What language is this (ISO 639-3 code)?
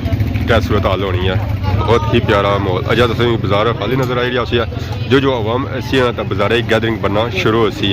phr